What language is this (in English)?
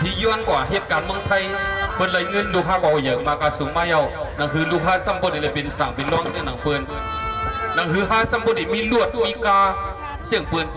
Shan